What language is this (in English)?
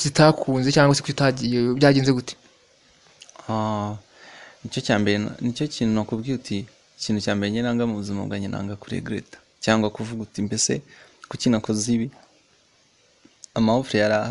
Kinyarwanda